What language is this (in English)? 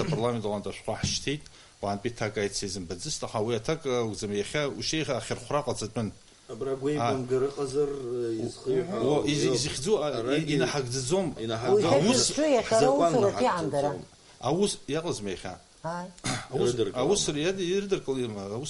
Abkhazian